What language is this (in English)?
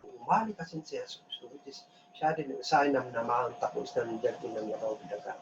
Kankanaey